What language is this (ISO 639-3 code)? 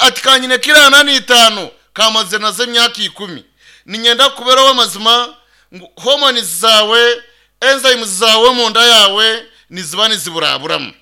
nyn